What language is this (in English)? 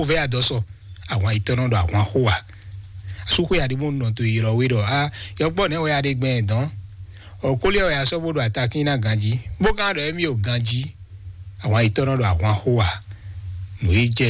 Fon